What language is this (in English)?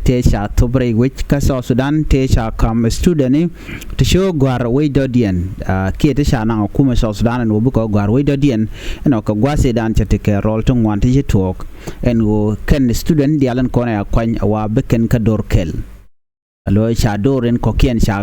Nuer